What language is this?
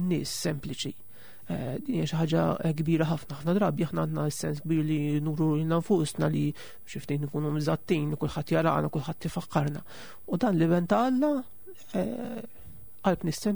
Maltese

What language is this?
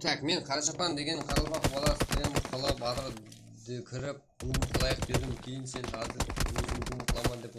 Kara-Kalpak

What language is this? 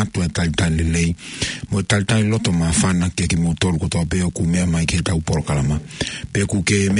Tongan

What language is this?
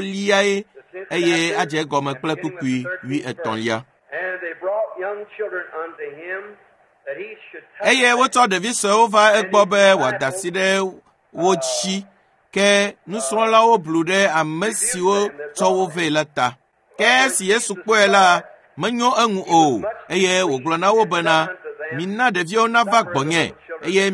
Ewe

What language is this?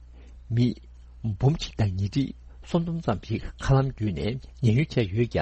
Tibetan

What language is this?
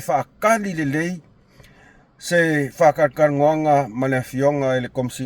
Samoan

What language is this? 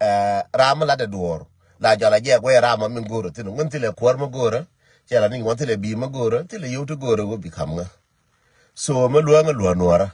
Nuer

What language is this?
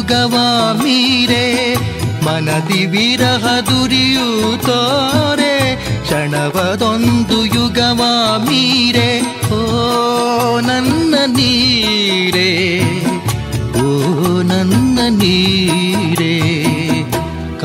Kannada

